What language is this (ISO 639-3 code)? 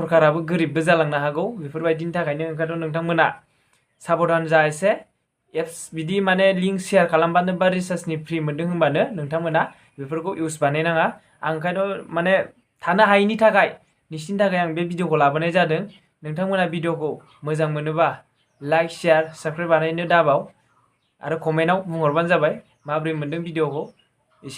brx